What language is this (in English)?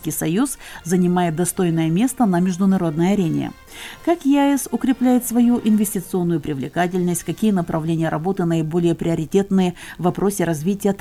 Russian